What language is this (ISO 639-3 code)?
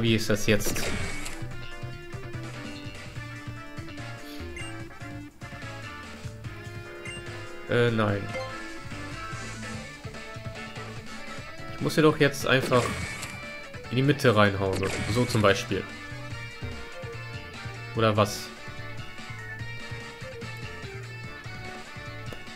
deu